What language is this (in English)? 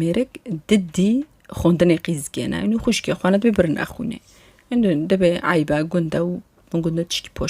Kurdish